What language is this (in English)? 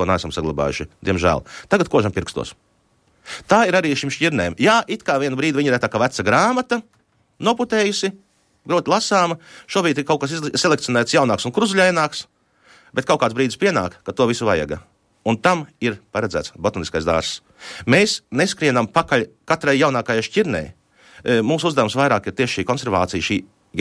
Latvian